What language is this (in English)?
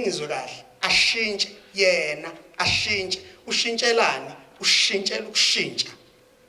Zulu